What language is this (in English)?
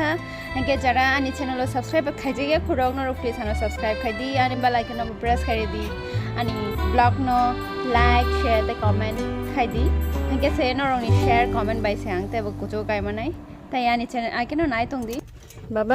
Kok Borok